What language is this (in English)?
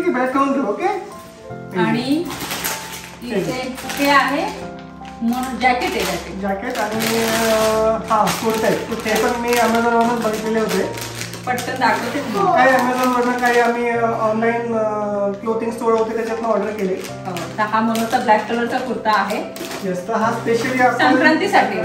Marathi